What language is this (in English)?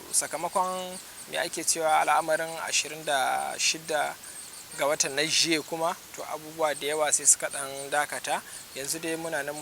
Hausa